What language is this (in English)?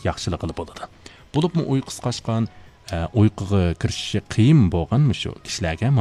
Uyghur